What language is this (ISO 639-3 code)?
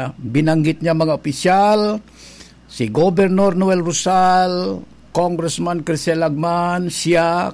bik